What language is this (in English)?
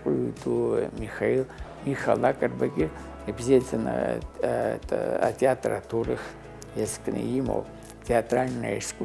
Abkhazian